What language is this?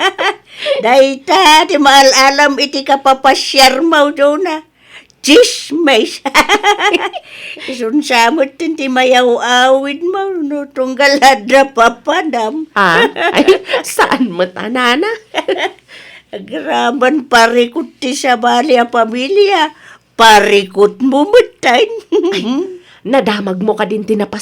Iloko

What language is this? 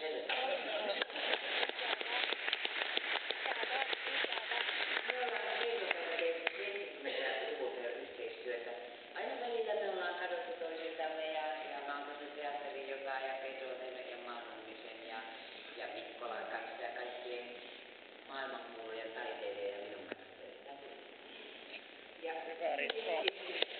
Finnish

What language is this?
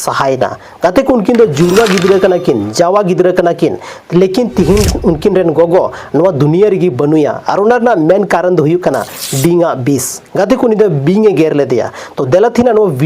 Santali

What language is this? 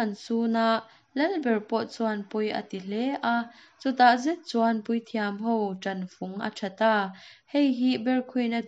Mizo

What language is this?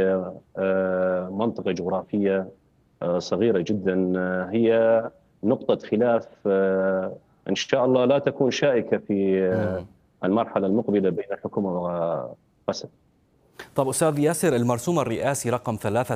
Arabic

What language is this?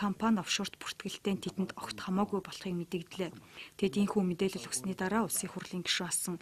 Mongolian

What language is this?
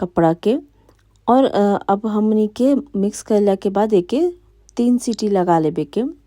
Bhojpuri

